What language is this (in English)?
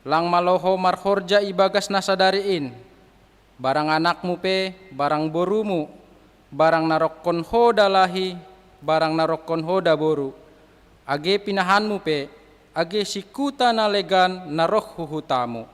Batak Simalungun